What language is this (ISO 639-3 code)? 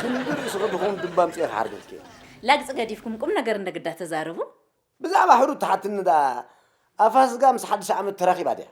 tir